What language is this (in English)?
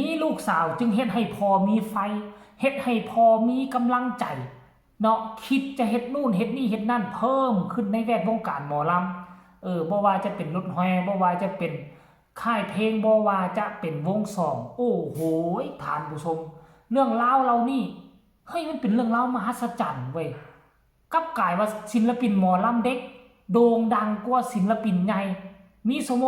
Northeastern Thai